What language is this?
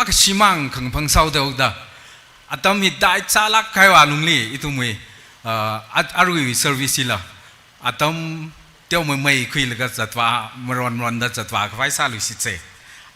Tangkhul Naga (India)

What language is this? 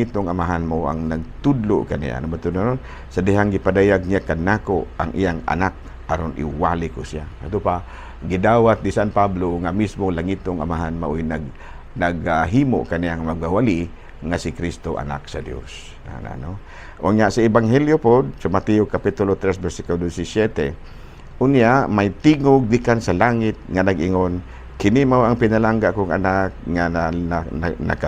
Cebuano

